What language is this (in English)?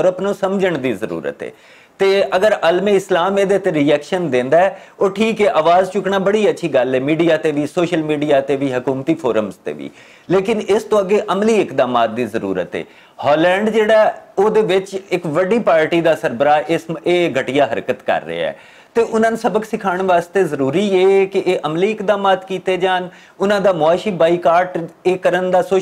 Western Panjabi